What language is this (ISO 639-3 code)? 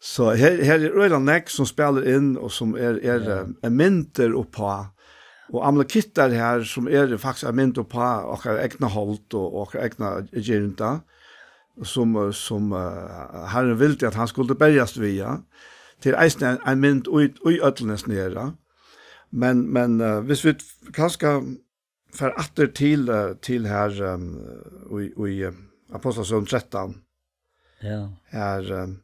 fao